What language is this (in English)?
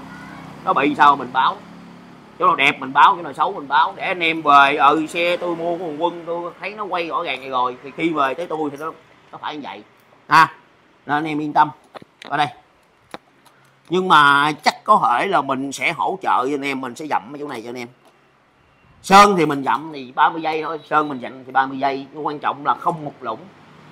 Vietnamese